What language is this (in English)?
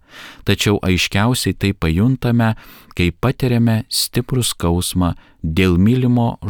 Lithuanian